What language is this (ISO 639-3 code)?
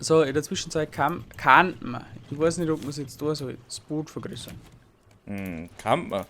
bar